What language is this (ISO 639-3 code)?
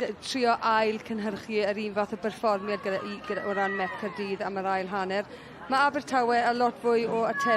cym